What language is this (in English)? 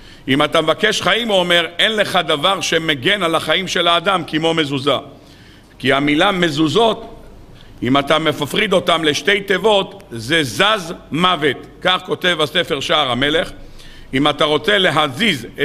Hebrew